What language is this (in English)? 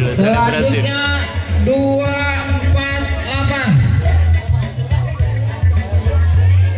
Banjar